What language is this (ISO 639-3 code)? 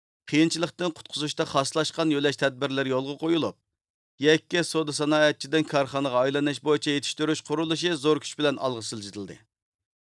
uig